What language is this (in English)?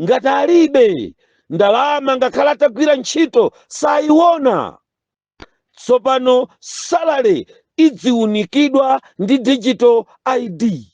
Nyanja